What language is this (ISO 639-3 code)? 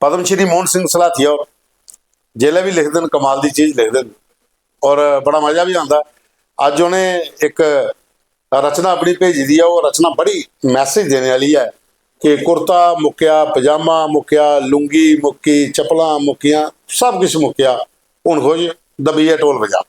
doi